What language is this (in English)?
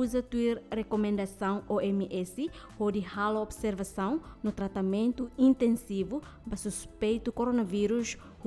Tetum